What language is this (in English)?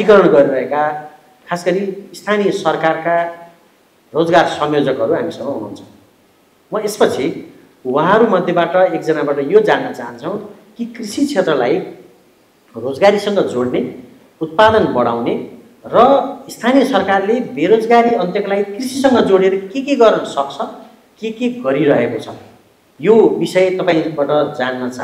Nepali